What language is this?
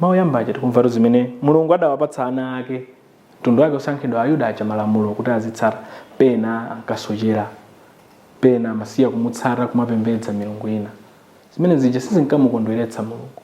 Nyanja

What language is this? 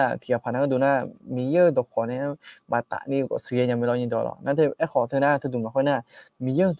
Akha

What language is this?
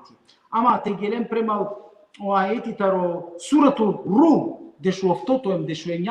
Balkan Romani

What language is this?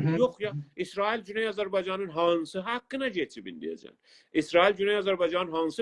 South Azerbaijani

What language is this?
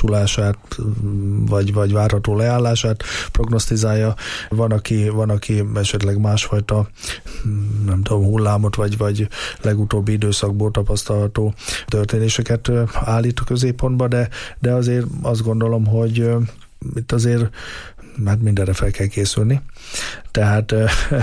Hungarian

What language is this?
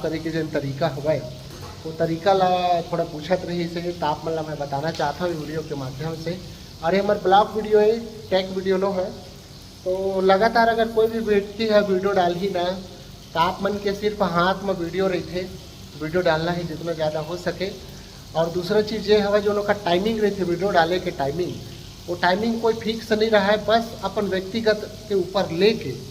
Chhattisgarhi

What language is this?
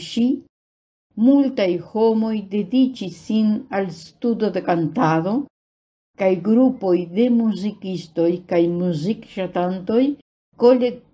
Esperanto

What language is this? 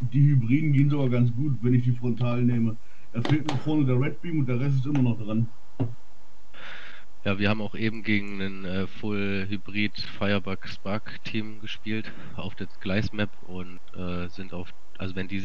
German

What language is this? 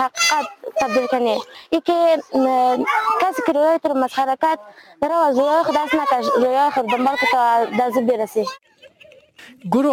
Persian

